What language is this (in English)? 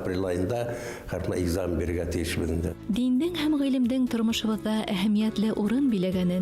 Bashkir